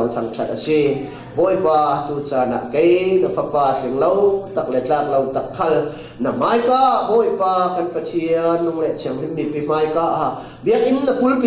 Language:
Falam Chin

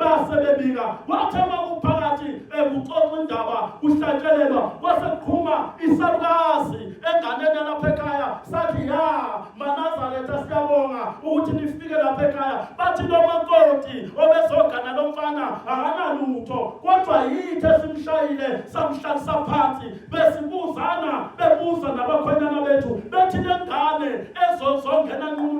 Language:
Zulu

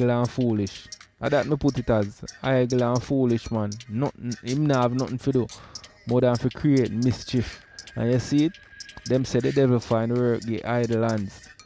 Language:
Jamaican Creole English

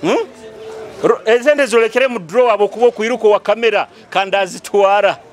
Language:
Nyoro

